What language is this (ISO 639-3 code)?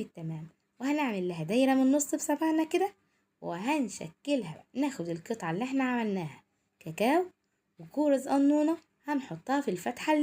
arz